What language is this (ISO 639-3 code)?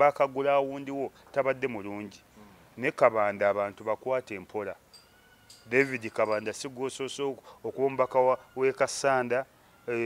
lug